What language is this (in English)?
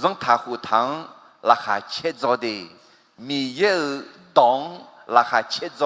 Akha